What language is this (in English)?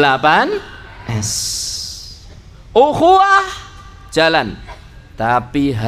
Indonesian